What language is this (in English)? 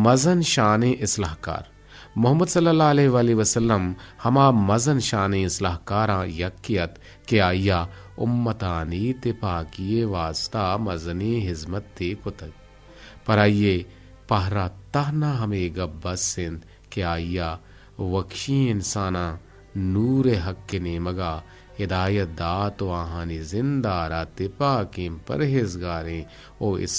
Eastern Balochi